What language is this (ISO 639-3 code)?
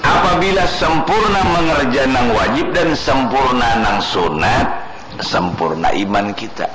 bjn